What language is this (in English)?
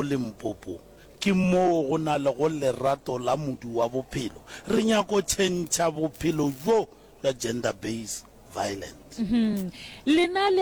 Northern Sotho